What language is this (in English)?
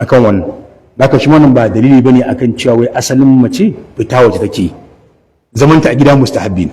Hausa